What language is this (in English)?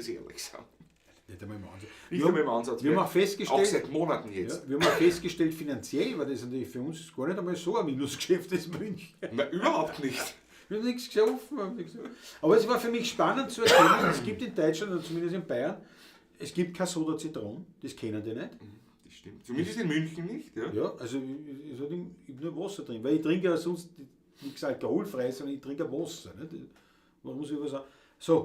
Bavarian